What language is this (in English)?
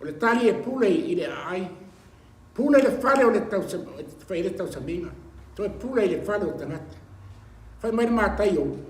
Samoan